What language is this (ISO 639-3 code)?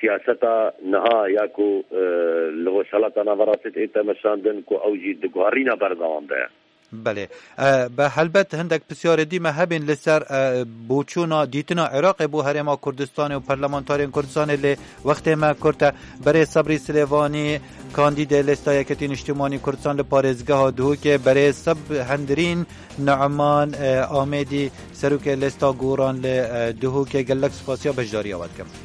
kur